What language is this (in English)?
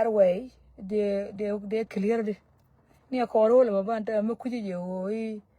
Nuer